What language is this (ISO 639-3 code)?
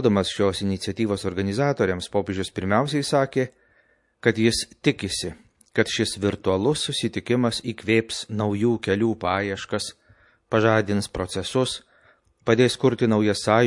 lit